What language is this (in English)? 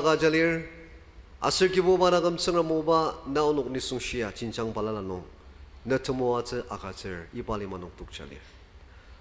Ao Naga